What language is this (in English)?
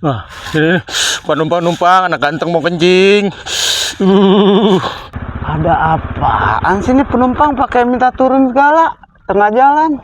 Betawi